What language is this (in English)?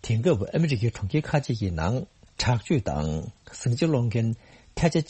Tibetan